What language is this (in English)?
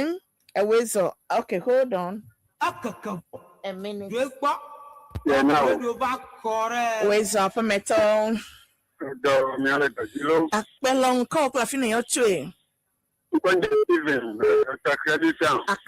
Ewe